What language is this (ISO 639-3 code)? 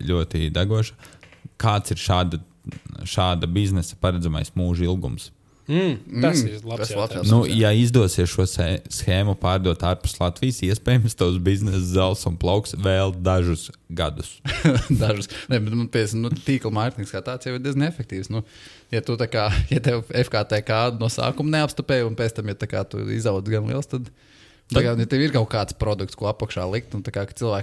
lav